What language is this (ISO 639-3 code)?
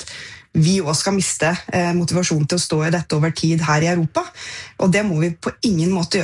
nor